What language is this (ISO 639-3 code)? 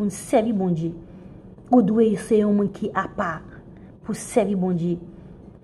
hat